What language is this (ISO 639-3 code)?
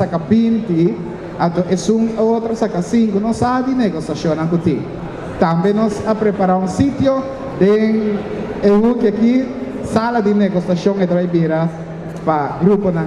pap